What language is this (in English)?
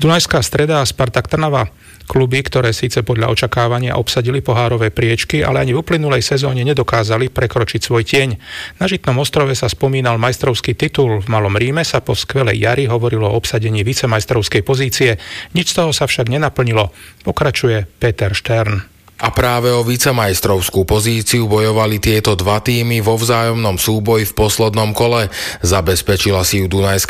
Slovak